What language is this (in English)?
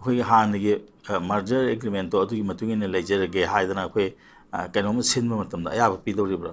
Manipuri